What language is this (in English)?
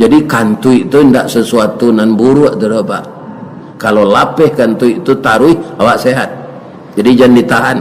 Minangkabau